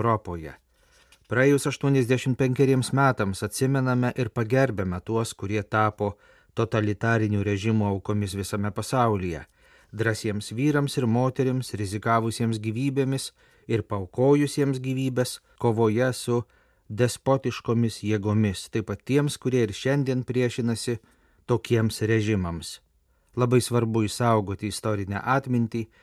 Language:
Lithuanian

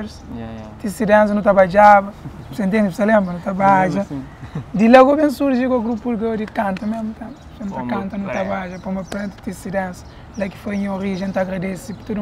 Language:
Kabuverdianu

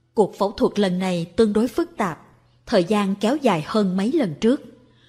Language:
Vietnamese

